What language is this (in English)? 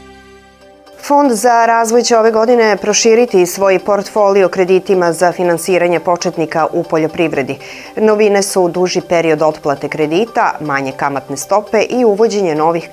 Serbian